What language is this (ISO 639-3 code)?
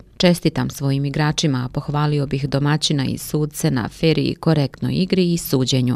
bos